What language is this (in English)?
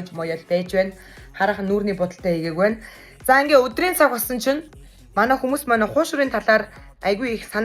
Mongolian